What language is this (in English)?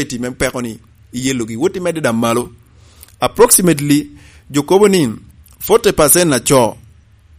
Lango (Uganda)